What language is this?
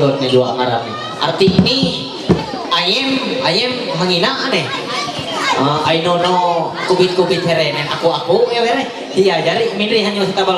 Ma'anyan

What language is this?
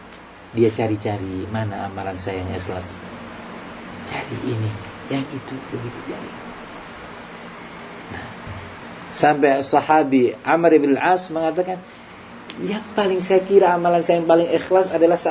Indonesian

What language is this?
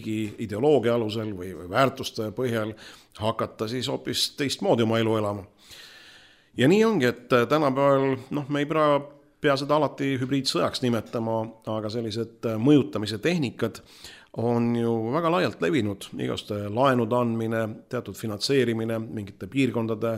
Estonian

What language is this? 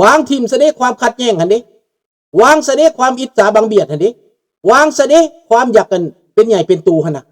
Lao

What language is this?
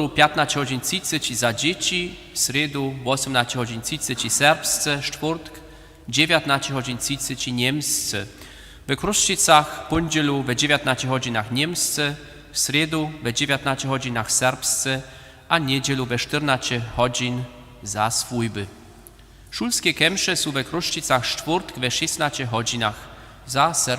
Upper Sorbian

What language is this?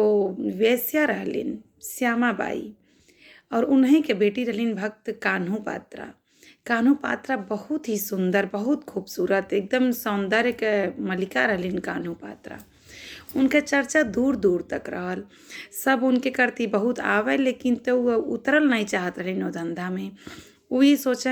Bhojpuri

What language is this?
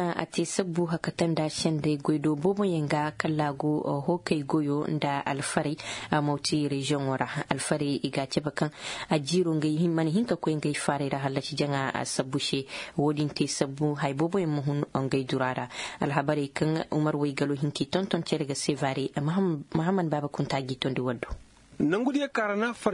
Koyraboro Senni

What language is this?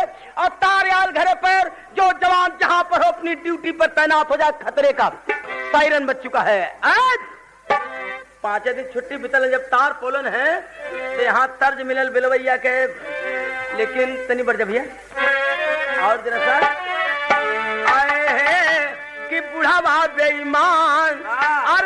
Bhojpuri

